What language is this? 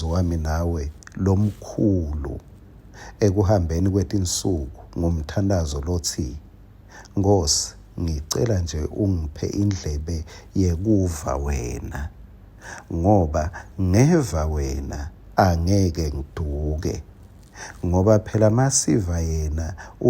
Swati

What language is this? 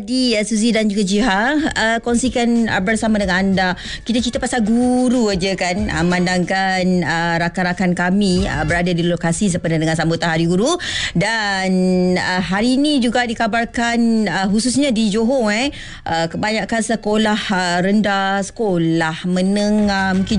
Malay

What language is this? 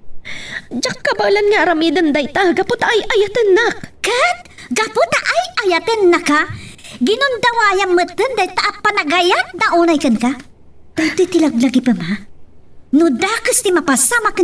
Iloko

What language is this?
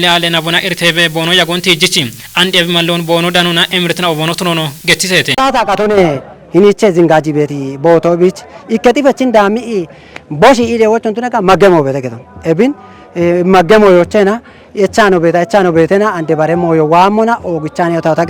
Kafa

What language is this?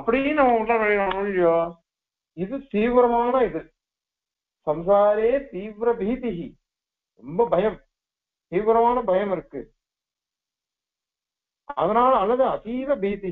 Tamil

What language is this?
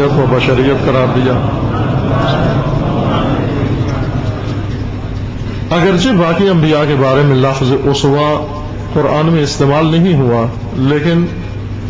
Urdu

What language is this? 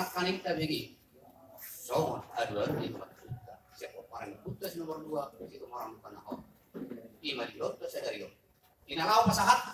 Batak Toba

